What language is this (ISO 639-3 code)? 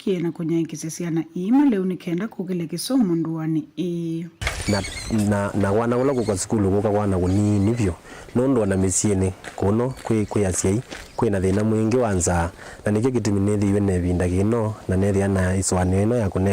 kam